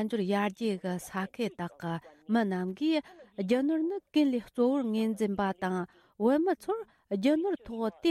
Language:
Tibetan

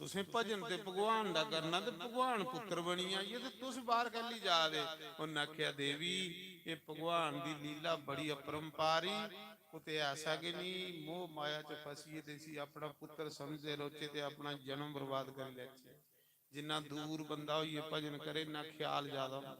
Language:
Dogri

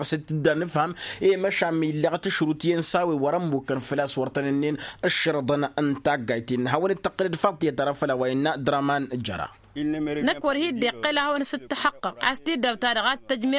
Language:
Tamasheq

